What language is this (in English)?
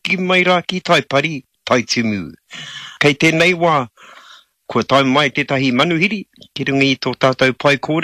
Māori